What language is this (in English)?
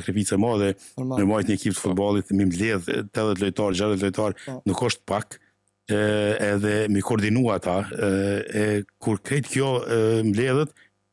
Albanian